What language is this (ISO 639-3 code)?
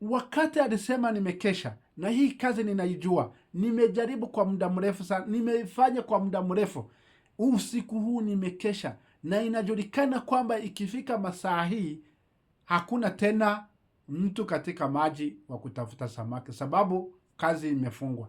swa